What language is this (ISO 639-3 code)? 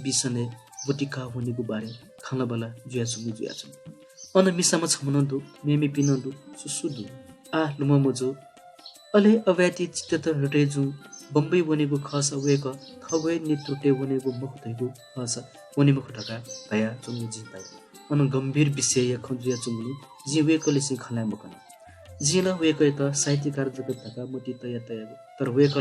new